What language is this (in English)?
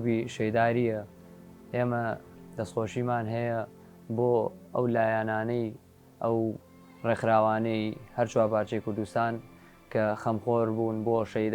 Central Kurdish